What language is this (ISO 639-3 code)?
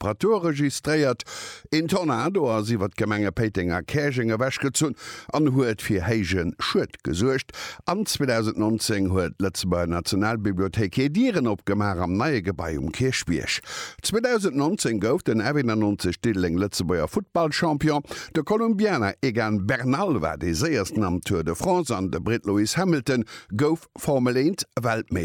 ltz